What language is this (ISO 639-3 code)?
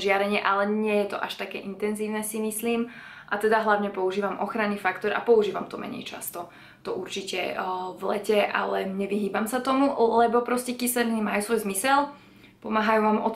slk